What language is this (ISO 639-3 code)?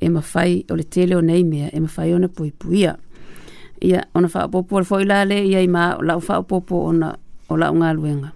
smo